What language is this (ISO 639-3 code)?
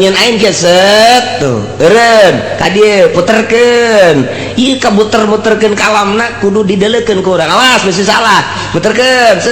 sun